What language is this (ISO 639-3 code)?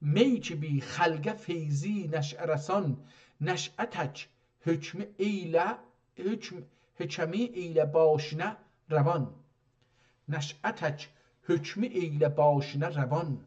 azb